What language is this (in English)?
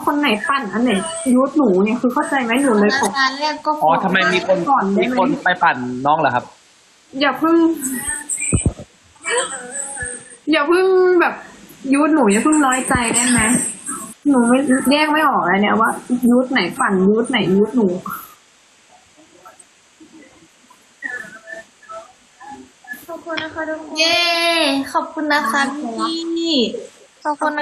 Thai